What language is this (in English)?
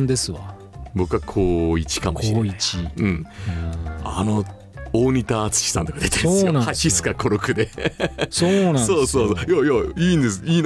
Japanese